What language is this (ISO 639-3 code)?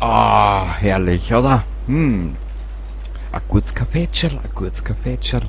bar